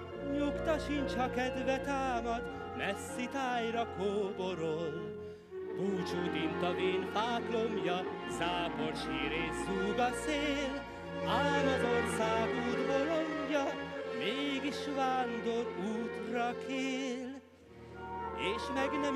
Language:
Hungarian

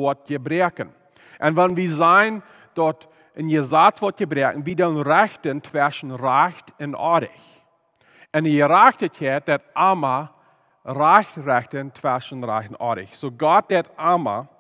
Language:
Plautdietsch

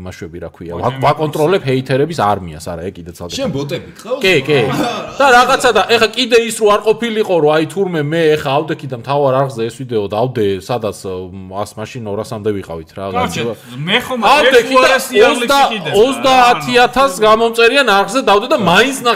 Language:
Georgian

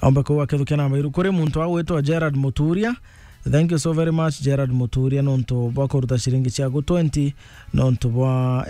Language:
Meru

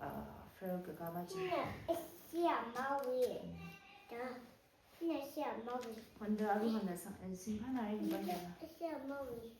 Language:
Tangkhul Naga (India)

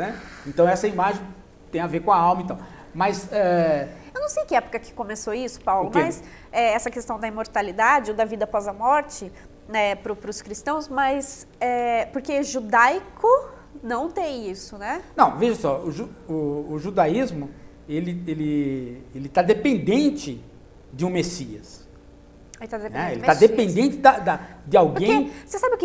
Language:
Portuguese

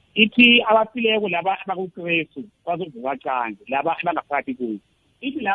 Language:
South Ndebele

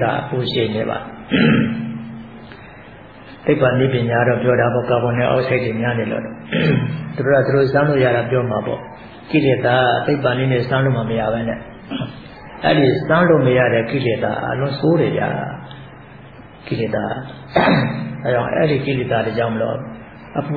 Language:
Burmese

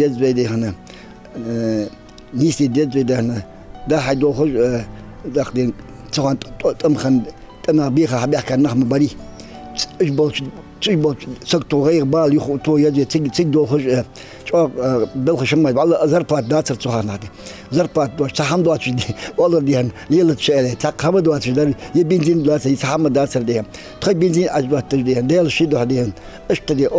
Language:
Ingush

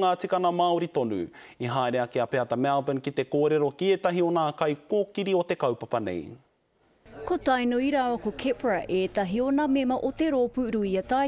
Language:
Māori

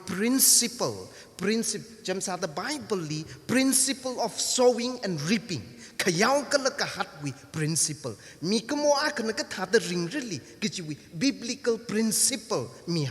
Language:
Tangkhul Naga (India)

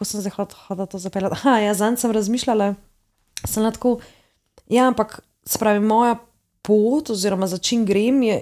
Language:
Slovenian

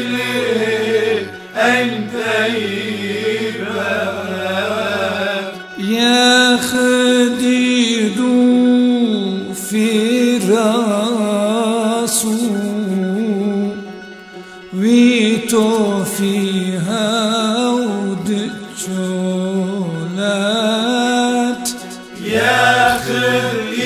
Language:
Arabic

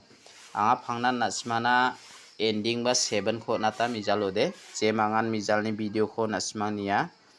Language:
Garo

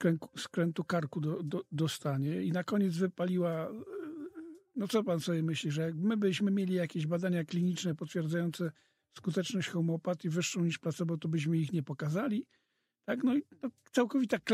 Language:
Polish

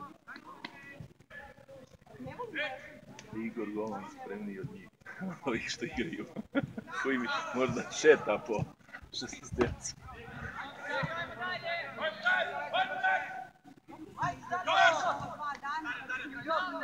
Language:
Croatian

